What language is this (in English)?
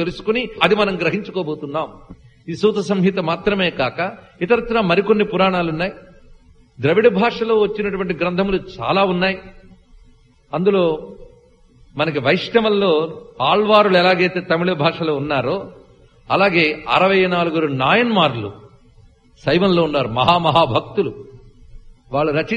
Telugu